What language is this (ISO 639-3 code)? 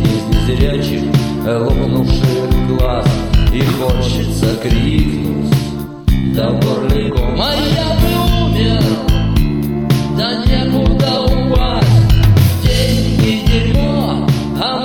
rus